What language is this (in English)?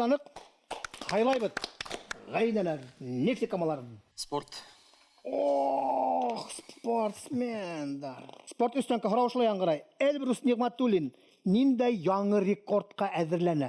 Bashkir